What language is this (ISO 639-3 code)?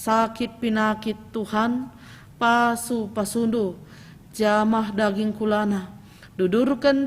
btx